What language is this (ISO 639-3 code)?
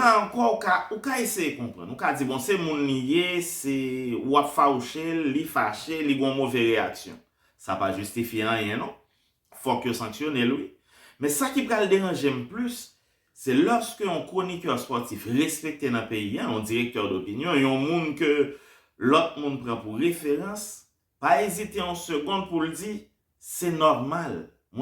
hat